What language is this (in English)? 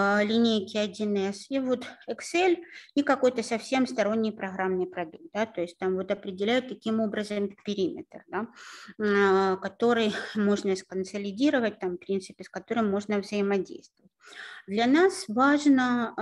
Russian